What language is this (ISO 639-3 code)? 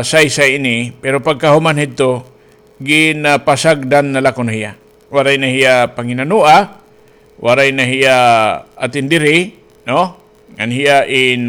war